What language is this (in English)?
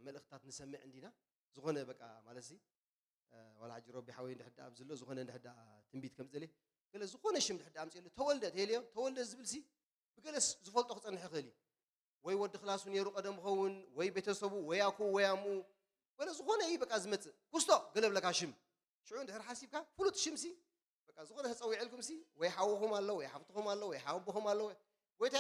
Tigrinya